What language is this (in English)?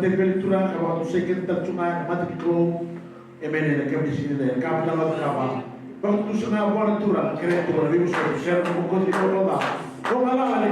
Fijian